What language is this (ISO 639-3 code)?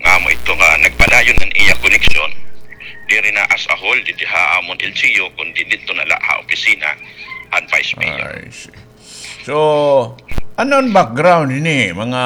war